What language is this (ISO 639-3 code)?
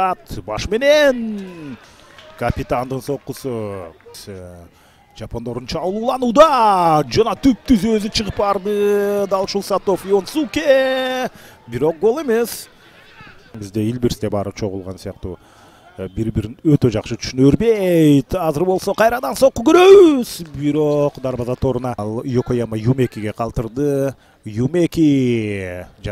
kir